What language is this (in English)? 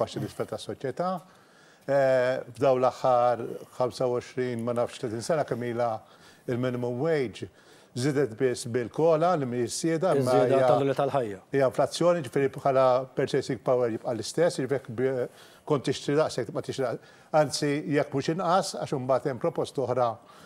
Maltese